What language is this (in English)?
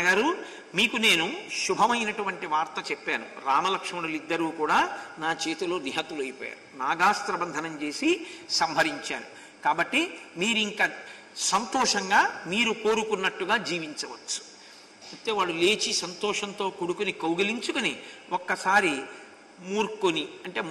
Telugu